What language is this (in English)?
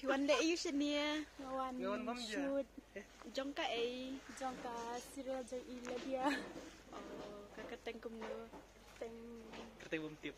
Khasi